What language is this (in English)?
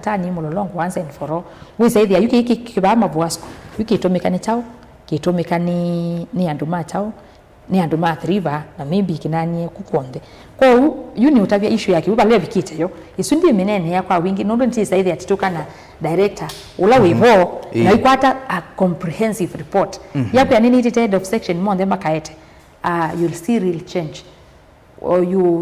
Kamba